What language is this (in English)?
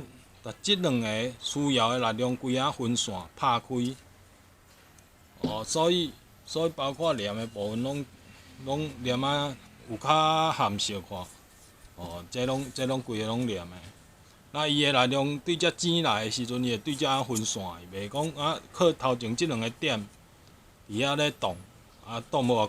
Min Nan Chinese